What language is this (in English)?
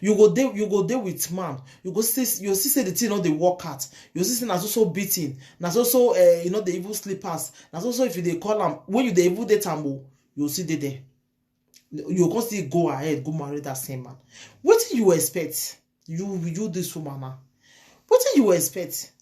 Nigerian Pidgin